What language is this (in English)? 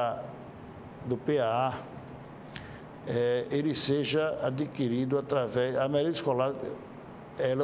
Portuguese